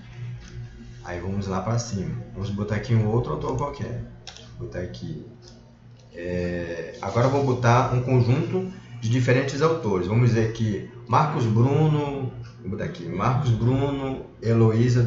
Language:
Portuguese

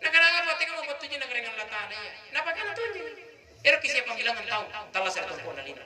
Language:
Makasar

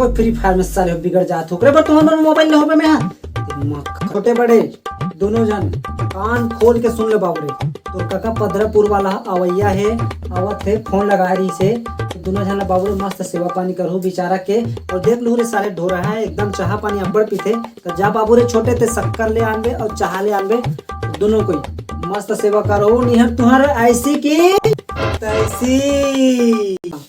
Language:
Chhattisgarhi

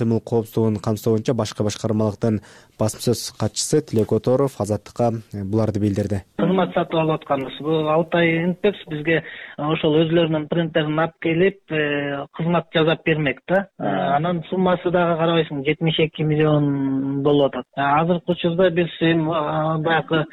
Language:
Kyrgyz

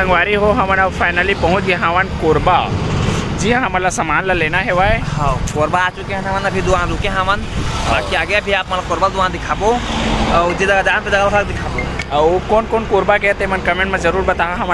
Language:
Chhattisgarhi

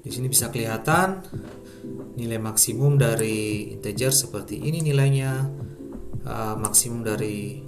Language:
Ambonese Malay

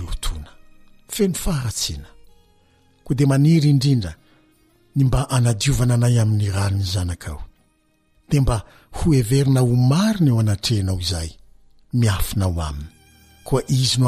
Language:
Malagasy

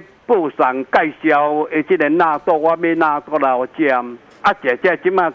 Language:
Min Nan Chinese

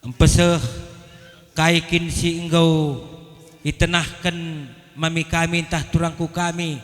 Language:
Batak Karo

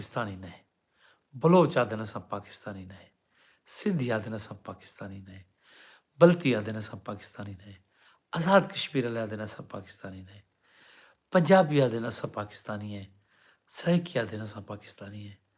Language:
Saraiki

